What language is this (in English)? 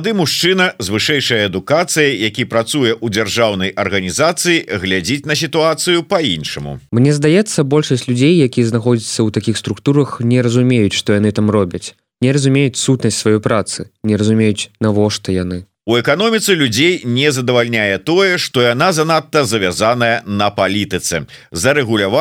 Belarusian